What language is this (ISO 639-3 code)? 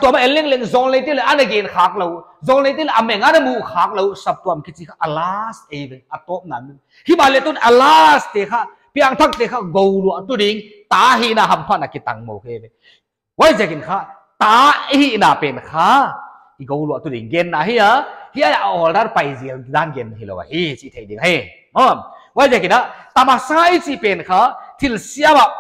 pck